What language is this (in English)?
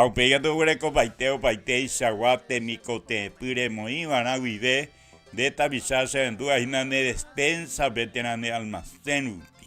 Guarani